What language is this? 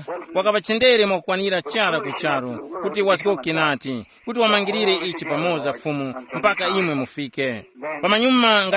Tumbuka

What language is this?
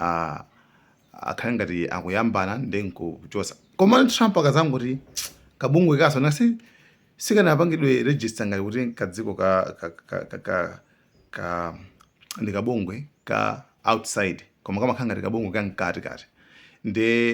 Nyanja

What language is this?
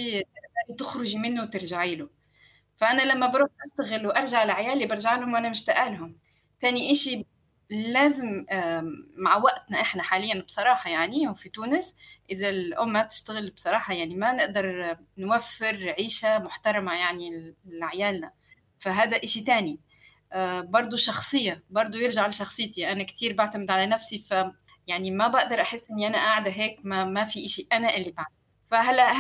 North Levantine Arabic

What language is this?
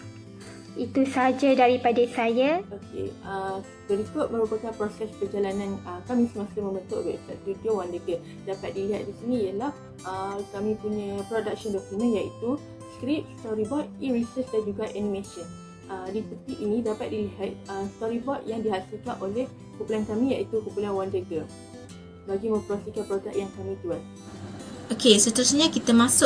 Malay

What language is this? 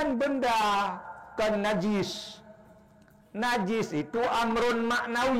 Achinese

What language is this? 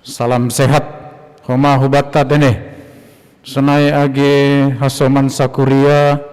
Batak Simalungun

